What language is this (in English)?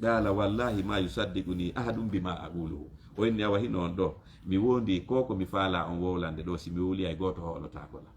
Fula